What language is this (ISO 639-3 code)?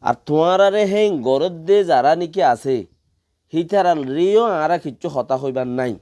rhg